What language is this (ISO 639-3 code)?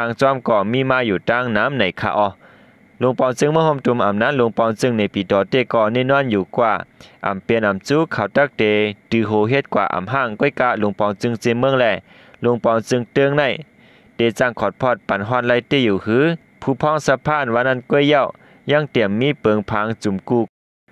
shn